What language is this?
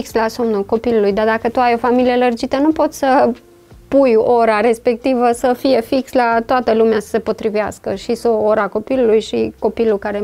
Romanian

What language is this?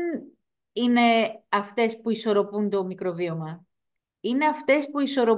Greek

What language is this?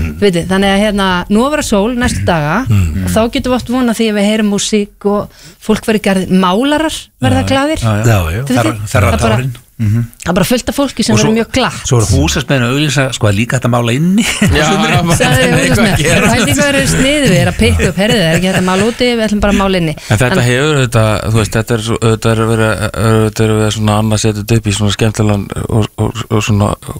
Icelandic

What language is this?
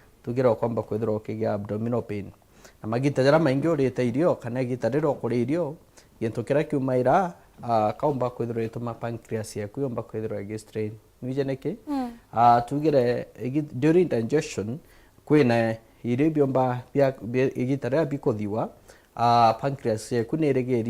Meru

